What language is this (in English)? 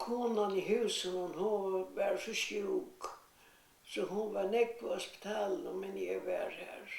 Faroese